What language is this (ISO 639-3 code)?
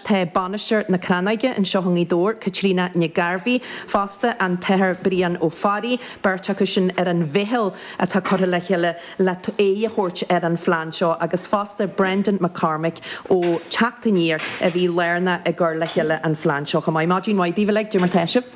gle